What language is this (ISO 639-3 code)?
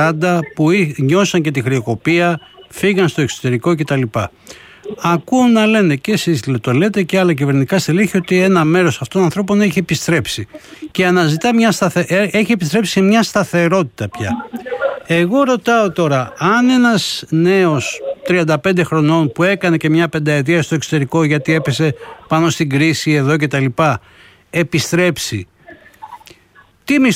ell